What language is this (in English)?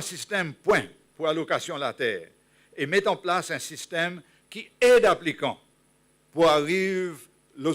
Seselwa Creole French